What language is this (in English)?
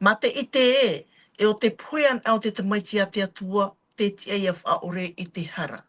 Tahitian